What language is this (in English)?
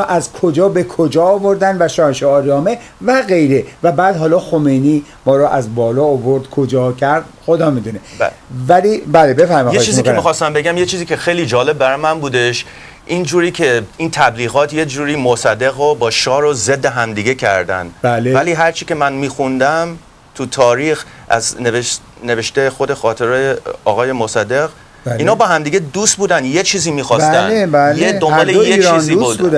Persian